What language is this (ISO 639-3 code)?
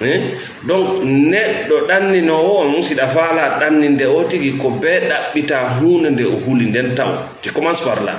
ful